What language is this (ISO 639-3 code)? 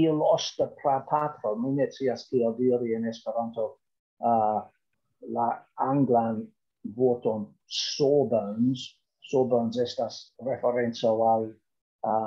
epo